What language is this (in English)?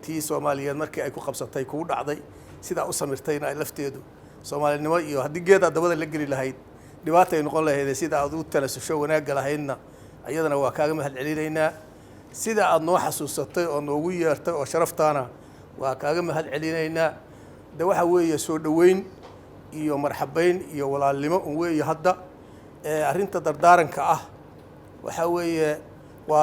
Somali